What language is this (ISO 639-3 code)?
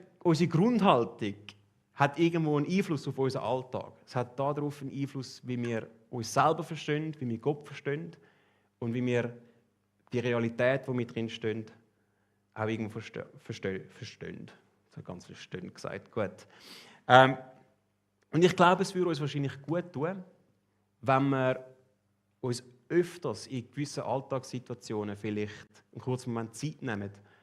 gsw